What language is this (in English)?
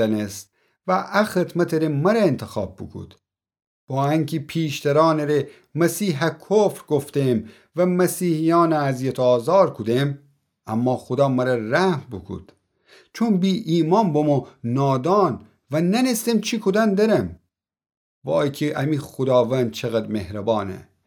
Gilaki